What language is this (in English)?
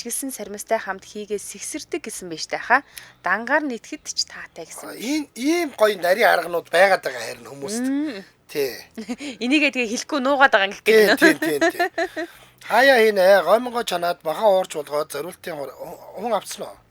Mongolian